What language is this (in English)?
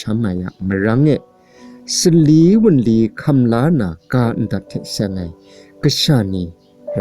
Kachin